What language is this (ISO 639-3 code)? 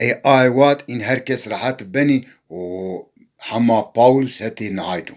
zza